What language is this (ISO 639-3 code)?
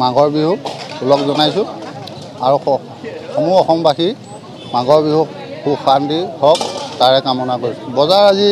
asm